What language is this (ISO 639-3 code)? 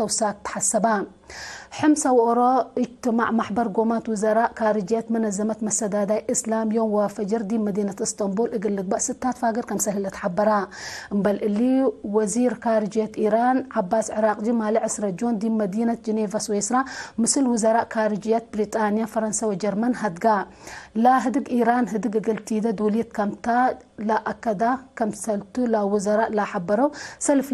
tig